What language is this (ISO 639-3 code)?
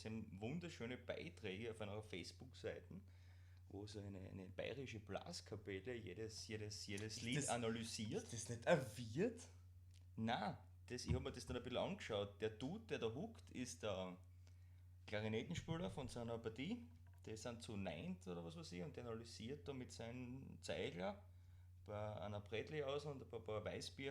bar